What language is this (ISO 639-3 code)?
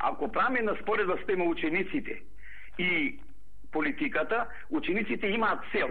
mkd